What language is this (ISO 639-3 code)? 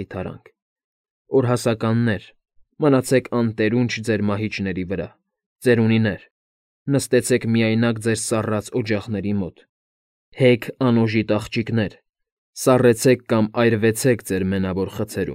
hye